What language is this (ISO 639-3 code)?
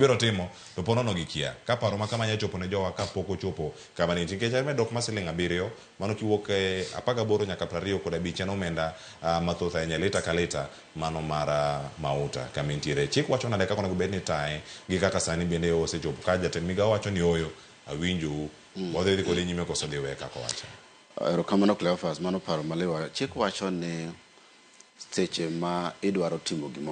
luo